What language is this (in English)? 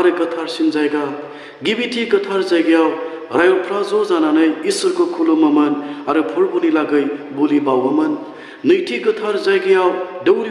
Bodo